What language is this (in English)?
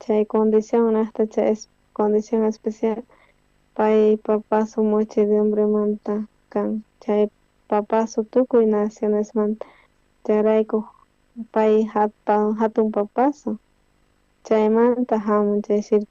South Bolivian Quechua